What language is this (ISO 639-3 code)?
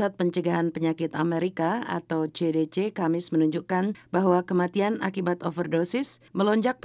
ind